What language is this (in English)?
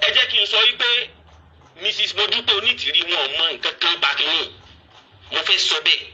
Yoruba